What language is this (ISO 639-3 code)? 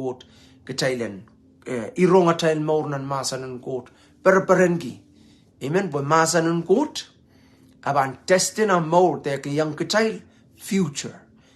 pon